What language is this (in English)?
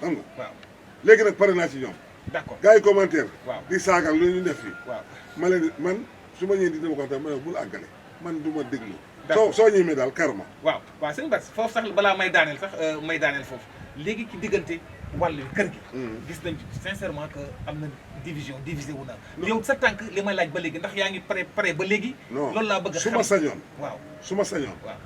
Wolof